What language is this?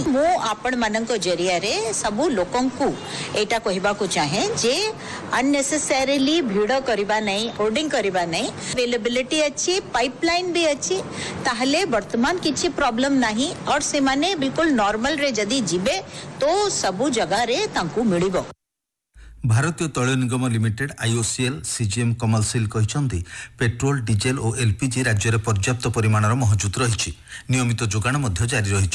Odia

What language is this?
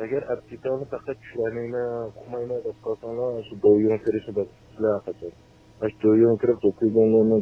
Uyghur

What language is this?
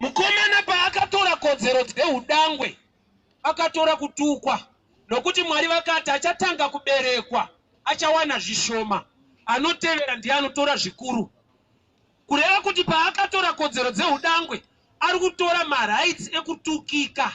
Shona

